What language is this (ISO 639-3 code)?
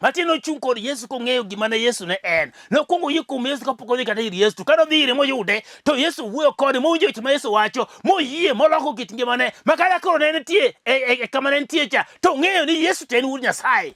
luo